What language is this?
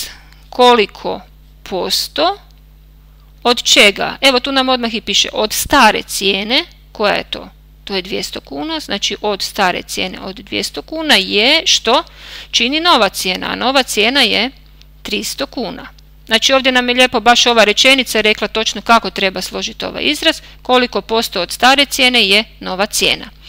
Croatian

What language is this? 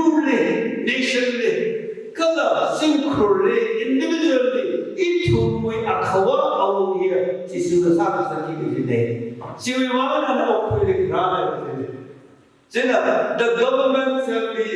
Tangkhul Naga (India)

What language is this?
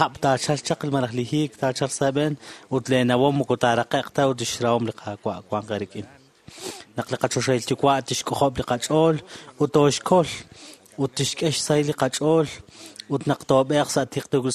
Kekchí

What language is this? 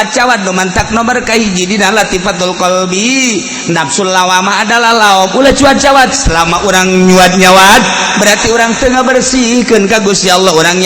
Sundanese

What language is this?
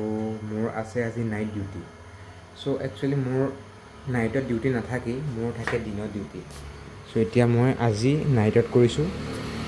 Assamese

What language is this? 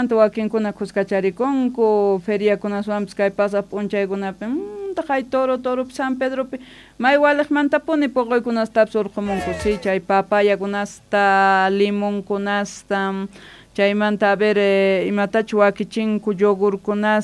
Quechua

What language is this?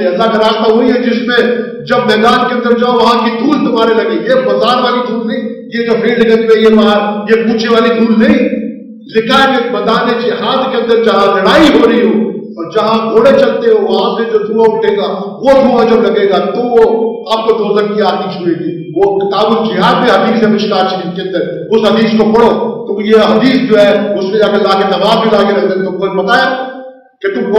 Urdu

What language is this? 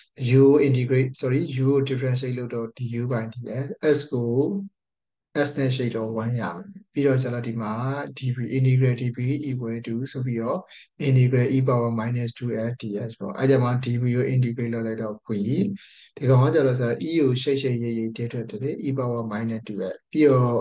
Burmese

